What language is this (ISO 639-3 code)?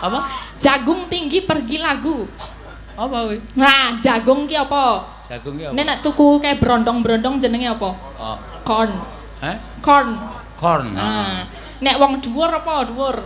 jav